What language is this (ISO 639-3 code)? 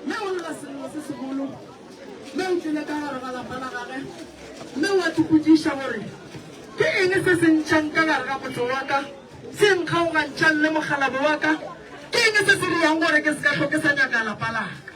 nso